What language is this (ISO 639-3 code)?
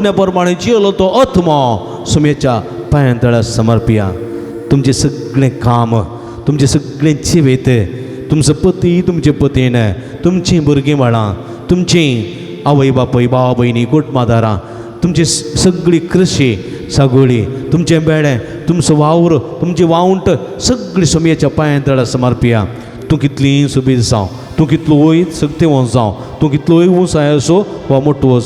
kok